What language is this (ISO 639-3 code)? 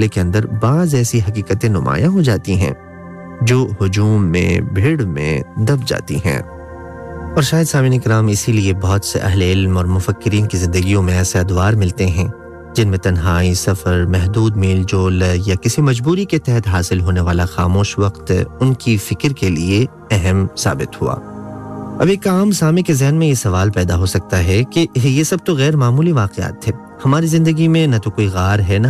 urd